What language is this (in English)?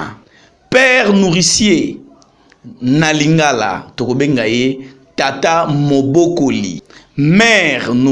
Lingala